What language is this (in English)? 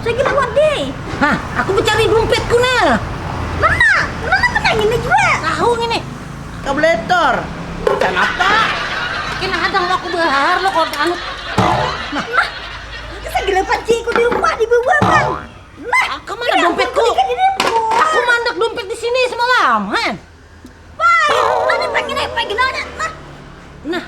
Banjar